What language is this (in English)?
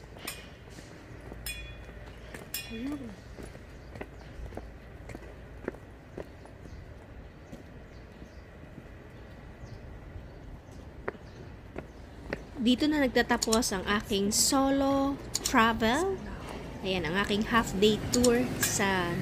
Filipino